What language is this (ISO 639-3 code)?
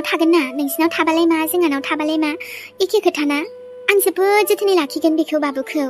brx